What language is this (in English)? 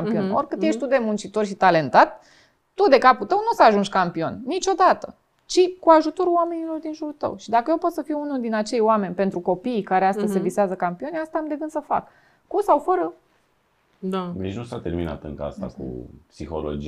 Romanian